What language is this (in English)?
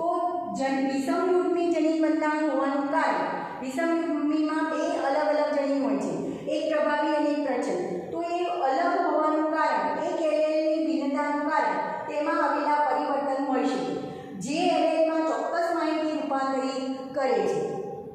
Gujarati